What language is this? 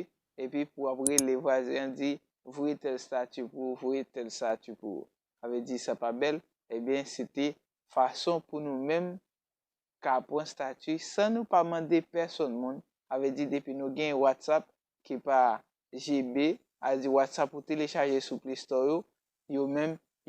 Haitian Creole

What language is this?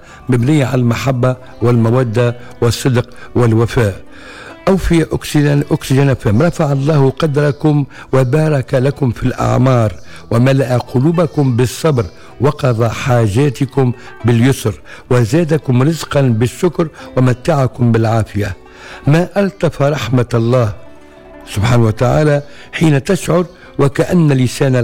Tunisian Arabic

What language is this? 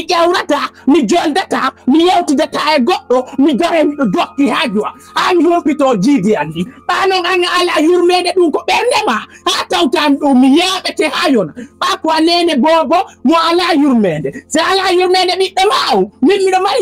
Fula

